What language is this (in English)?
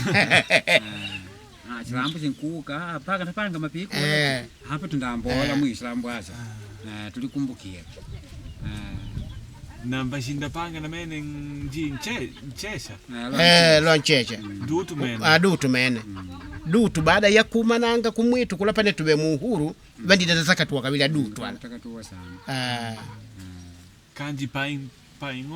Makonde